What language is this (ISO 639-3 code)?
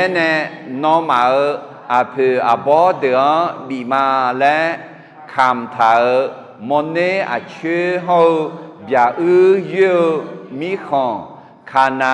ahk